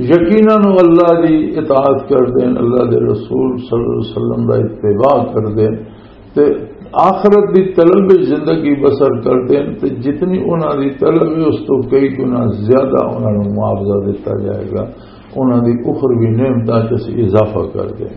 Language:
Western Panjabi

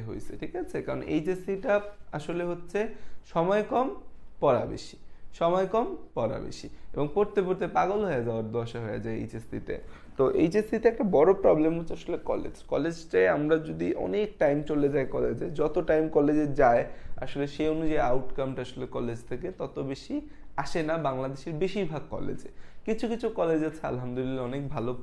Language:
Bangla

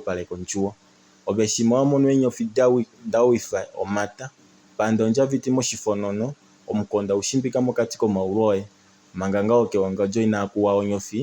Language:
Kuanyama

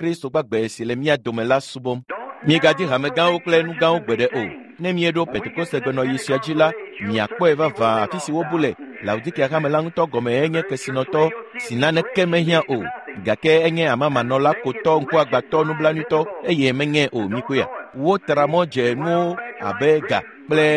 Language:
Ewe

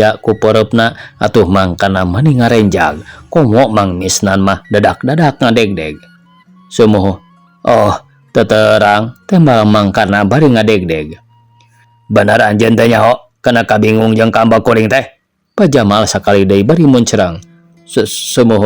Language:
Sundanese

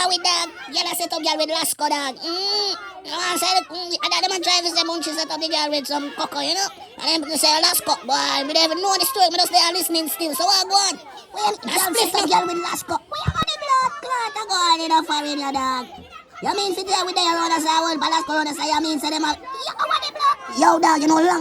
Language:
Jamaican Creole English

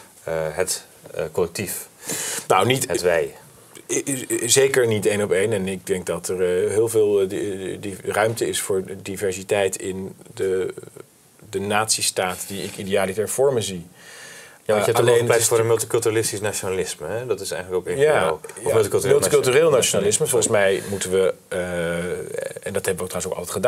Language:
Dutch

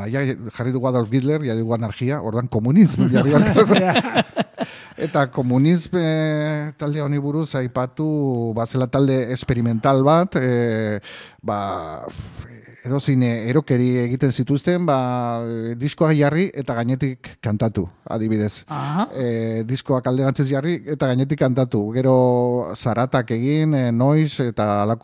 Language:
Basque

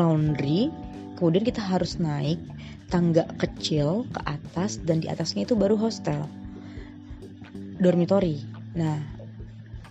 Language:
Indonesian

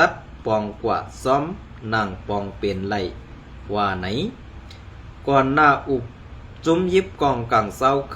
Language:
Shan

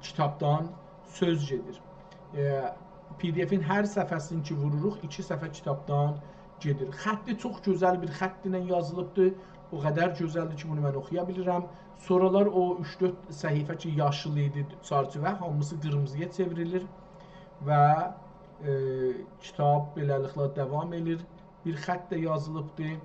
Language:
South Azerbaijani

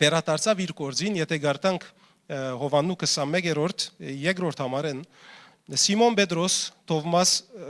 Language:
Western Armenian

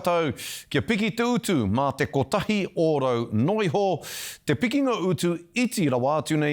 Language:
Māori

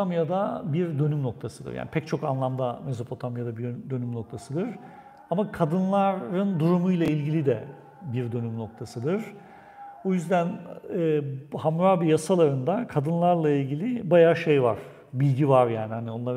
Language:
Turkish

